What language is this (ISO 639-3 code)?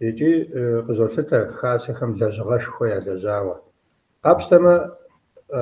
kbd